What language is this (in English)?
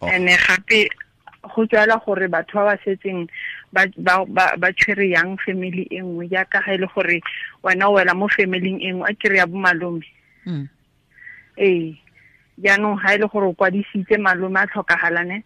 Tswana